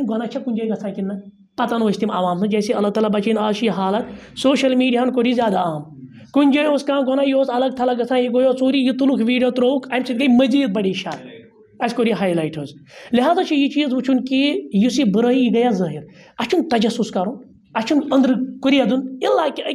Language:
Kashmiri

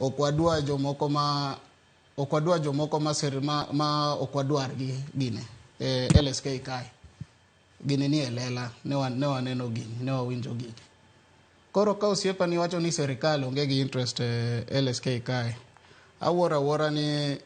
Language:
Luo (Kenya and Tanzania)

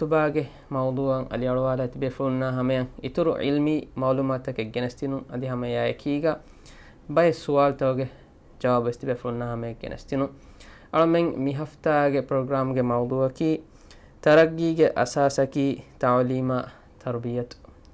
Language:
Divehi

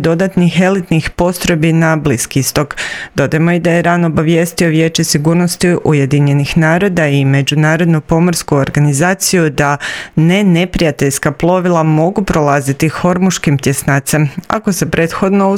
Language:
Croatian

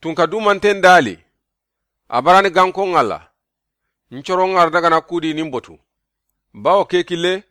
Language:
Soninke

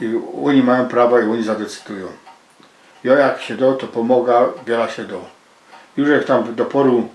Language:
Silesian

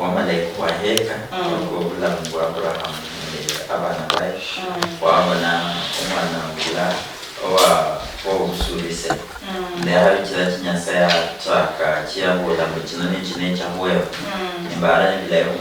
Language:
Luyia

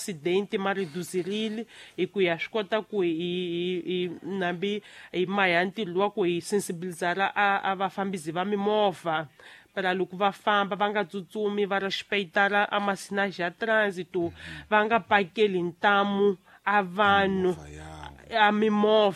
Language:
Tsonga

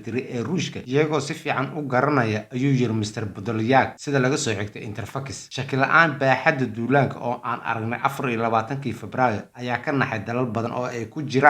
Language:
Somali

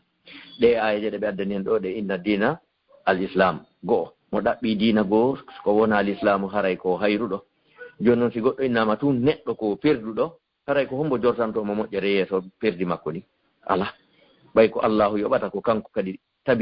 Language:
Fula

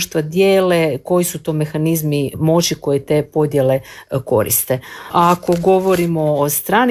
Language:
Croatian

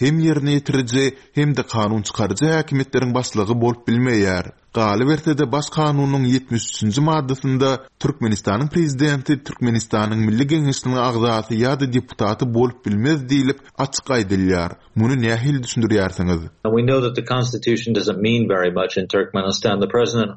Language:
Turkmen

